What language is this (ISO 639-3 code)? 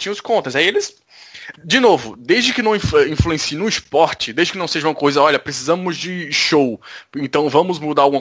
por